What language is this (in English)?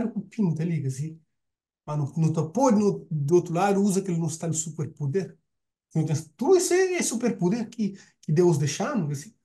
Kabuverdianu